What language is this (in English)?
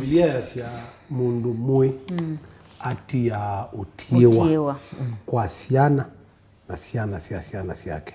Kamba